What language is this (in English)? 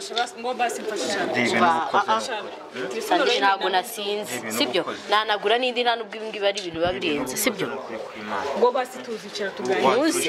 Kinyarwanda